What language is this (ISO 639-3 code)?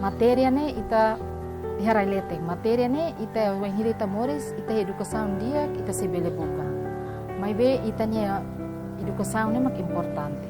tet